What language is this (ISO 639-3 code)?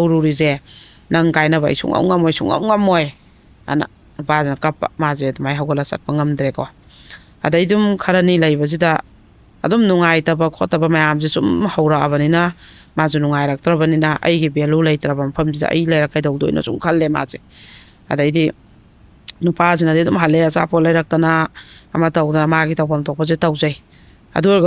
mni